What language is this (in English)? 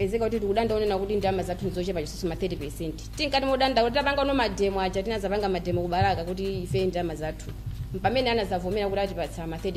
Nyanja